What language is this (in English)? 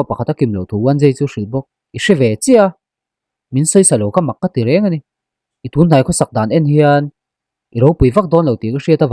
Mizo